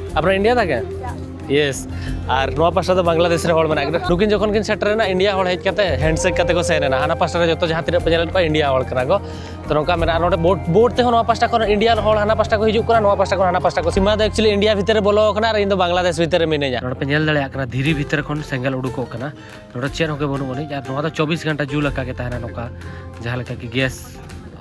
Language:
Santali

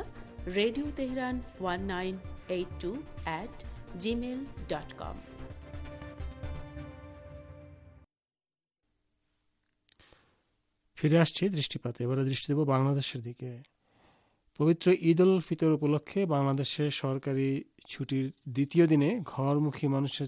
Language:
Bangla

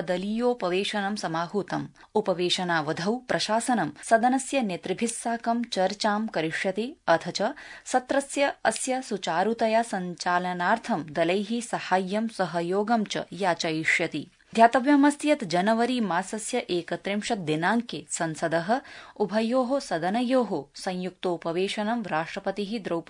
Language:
Sanskrit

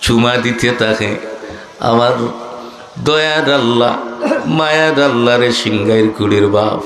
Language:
Sylheti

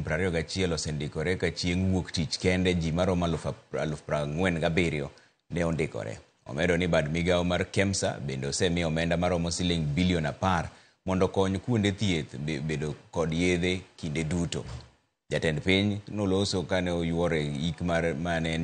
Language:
Luo (Kenya and Tanzania)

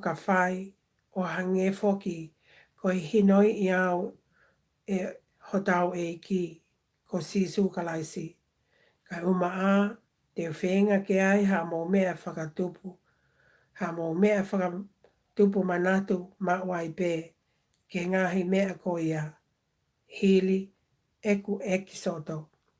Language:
Tongan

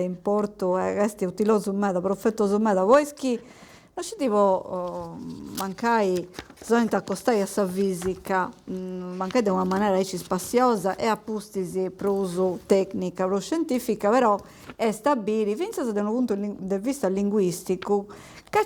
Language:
Sardinian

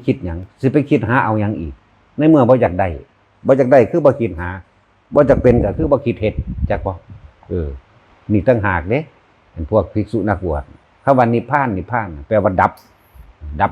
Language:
Northeastern Thai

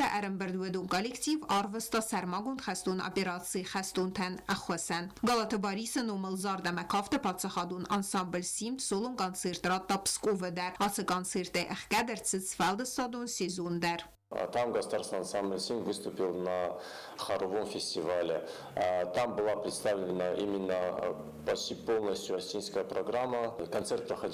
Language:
Ossetic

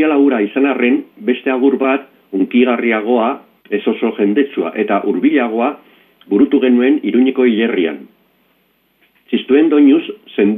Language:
Basque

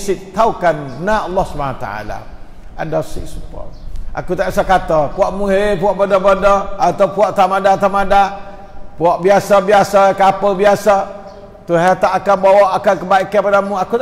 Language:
Malay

